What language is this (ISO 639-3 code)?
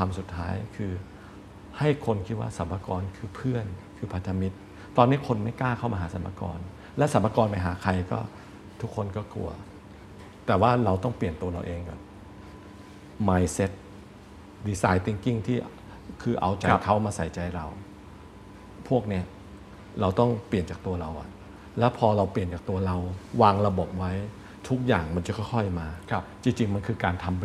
tha